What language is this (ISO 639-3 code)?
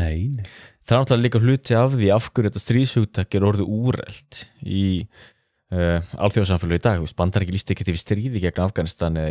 isl